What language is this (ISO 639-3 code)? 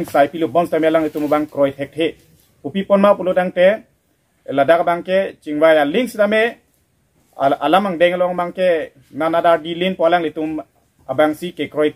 mjw